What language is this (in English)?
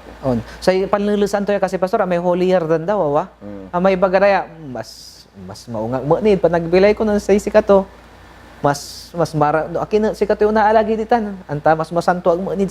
Pangasinan